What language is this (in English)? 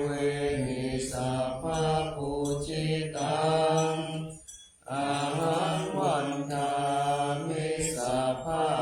Pali